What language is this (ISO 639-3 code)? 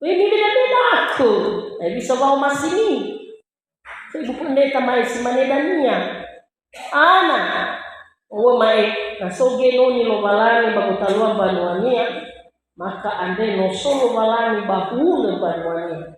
nia